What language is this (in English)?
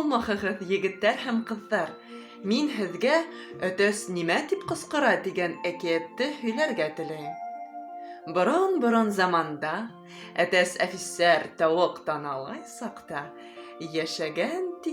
Bashkir